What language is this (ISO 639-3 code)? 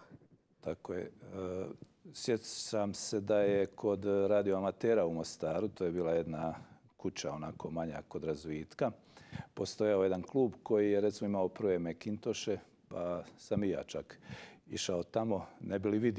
hrv